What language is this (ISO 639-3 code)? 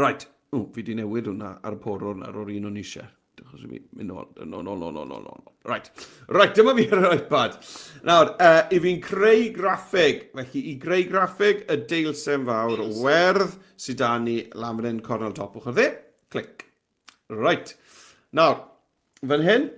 cym